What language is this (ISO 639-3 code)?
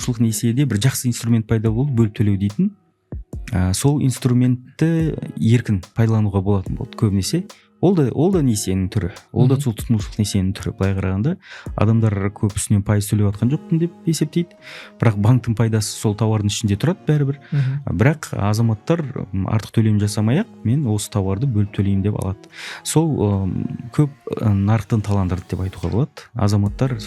kaz